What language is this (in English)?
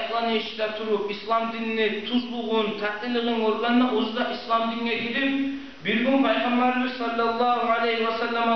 Kumyk